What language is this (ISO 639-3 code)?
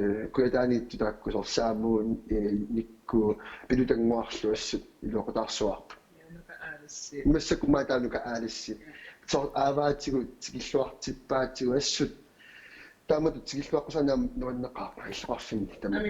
kal